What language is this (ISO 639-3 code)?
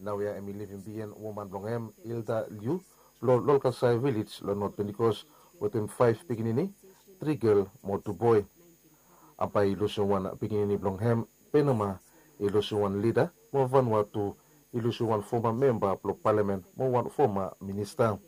bis